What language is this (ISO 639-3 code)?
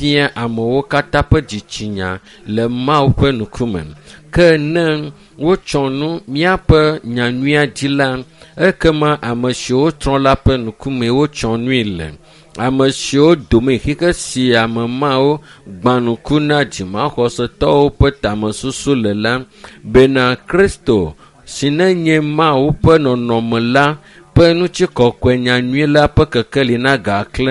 ewe